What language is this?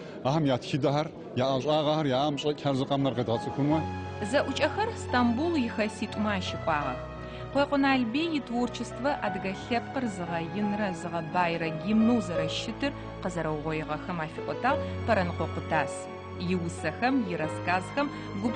Adyghe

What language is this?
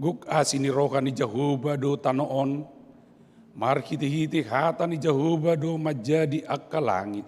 Batak Toba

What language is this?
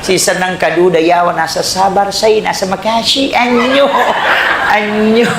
Buginese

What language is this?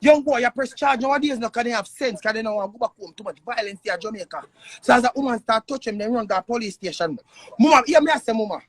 Jamaican Creole English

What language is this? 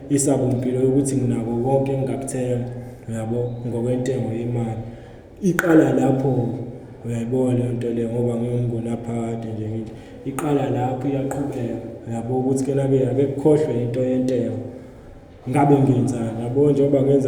Zulu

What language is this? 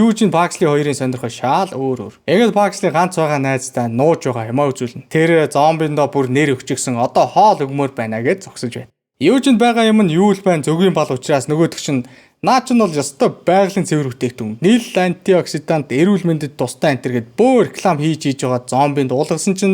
Mongolian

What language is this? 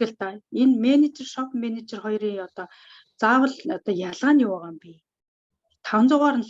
Mongolian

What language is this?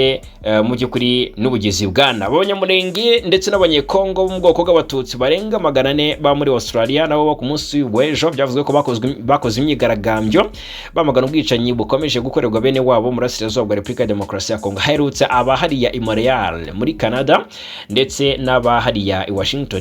Kinyarwanda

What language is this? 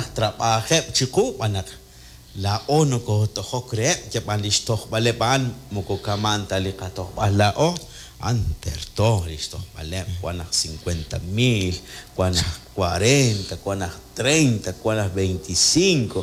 Kekchí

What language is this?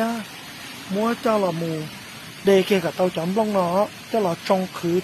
Hmong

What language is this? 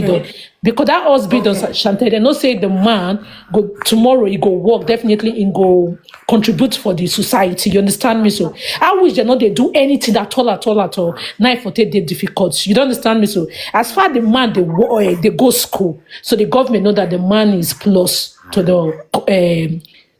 Nigerian Pidgin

